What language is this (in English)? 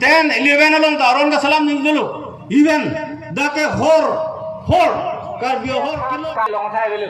Karbi